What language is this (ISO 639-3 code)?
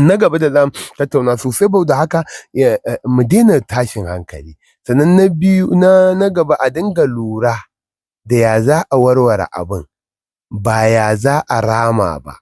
hau